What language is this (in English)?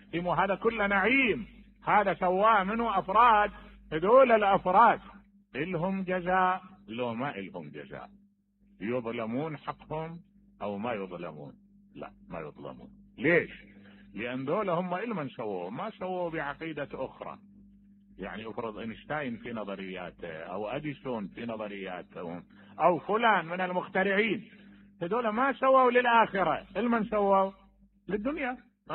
Mesopotamian Arabic